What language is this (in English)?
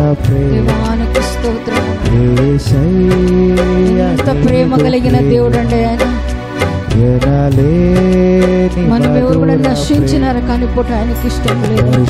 Telugu